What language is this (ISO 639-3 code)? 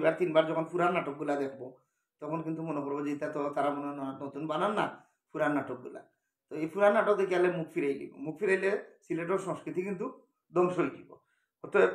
syl